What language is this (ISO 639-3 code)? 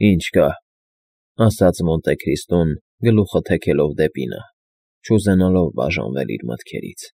hye